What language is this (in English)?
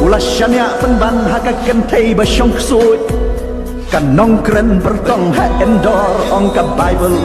Khasi